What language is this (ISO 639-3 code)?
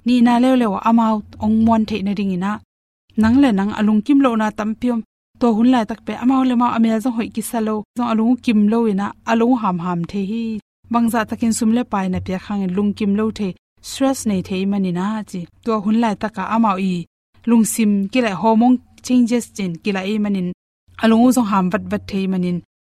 ctd